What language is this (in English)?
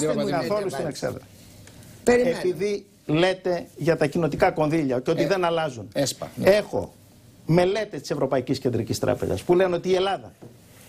Greek